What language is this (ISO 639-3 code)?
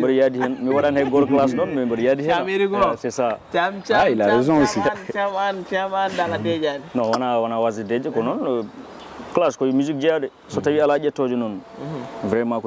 ful